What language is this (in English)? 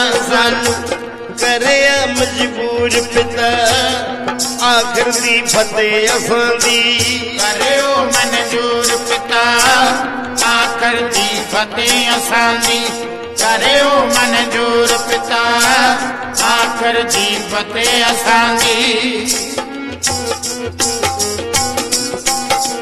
Punjabi